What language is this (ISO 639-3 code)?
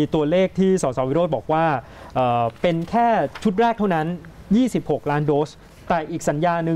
tha